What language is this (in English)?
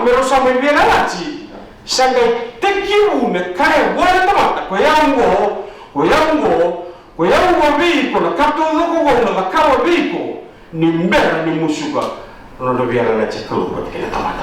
Fijian